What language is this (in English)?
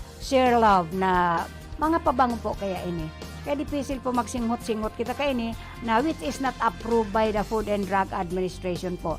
Bikol